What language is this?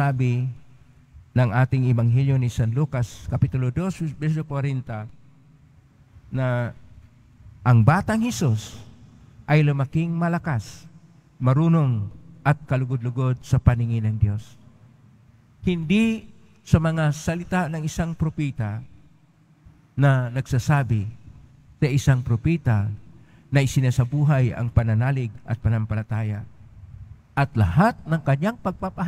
Filipino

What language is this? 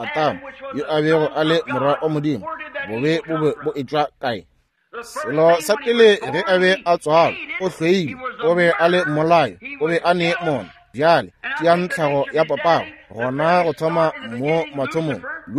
Northern Sotho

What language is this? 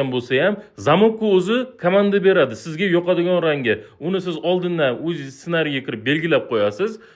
Uzbek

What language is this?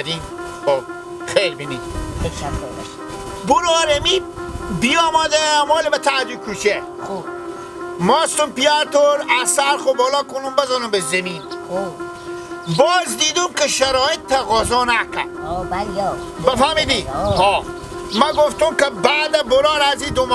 Hazaragi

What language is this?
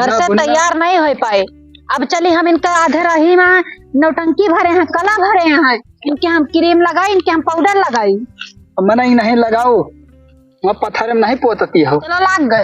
Awadhi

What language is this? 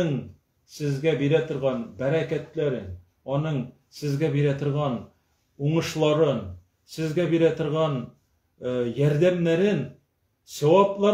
Tatar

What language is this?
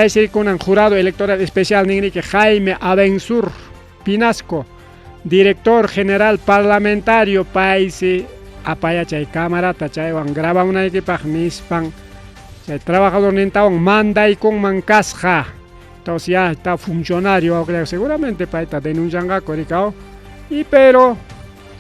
Ayacucho Quechua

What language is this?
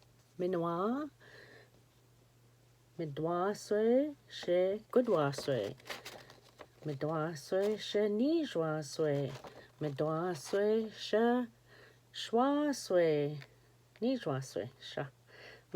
Ojibwa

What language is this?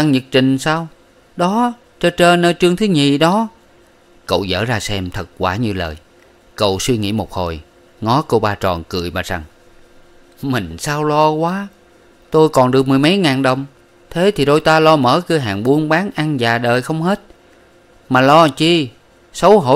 Vietnamese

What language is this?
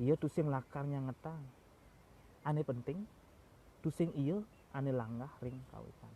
Balinese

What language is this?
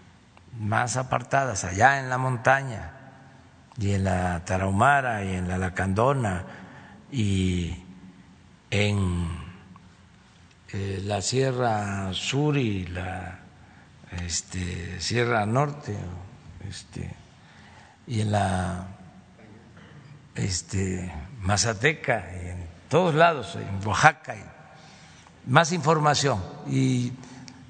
Spanish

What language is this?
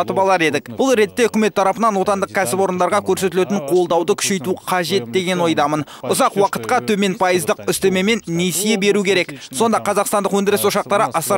Kazakh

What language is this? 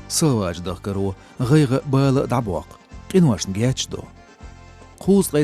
Chechen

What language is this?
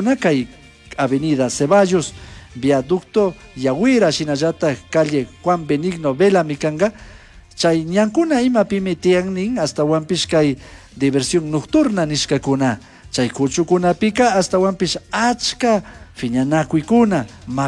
Chimborazo Highland Quichua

